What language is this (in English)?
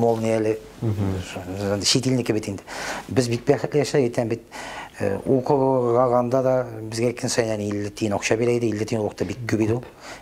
Tatar